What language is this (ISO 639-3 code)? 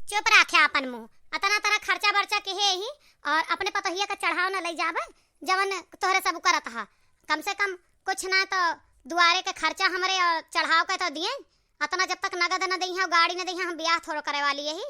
awa